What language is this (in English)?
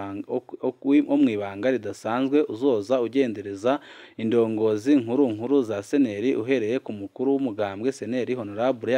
Rundi